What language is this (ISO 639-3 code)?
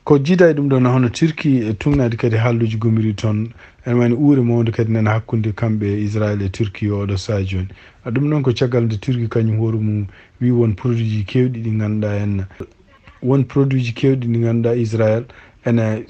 ful